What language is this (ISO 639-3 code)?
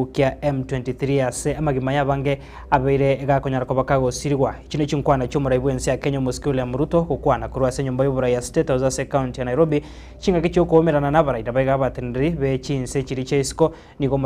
guz